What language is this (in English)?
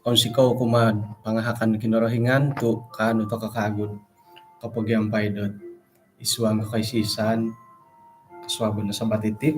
Central Dusun